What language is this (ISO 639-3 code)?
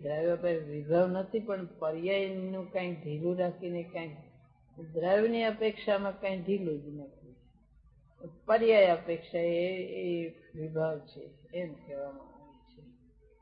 guj